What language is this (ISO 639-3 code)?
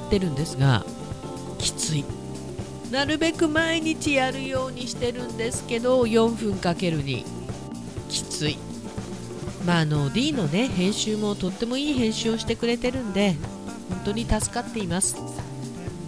jpn